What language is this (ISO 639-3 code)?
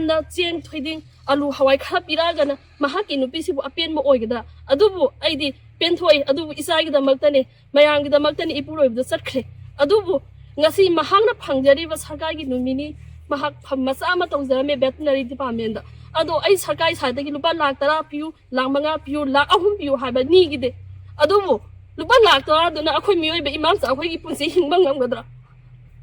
mni